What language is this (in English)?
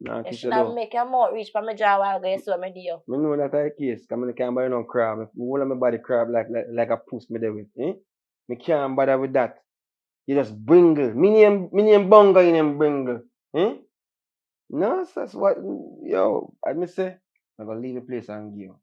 Jamaican Creole English